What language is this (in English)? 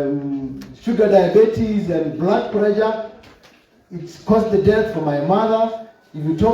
Tswana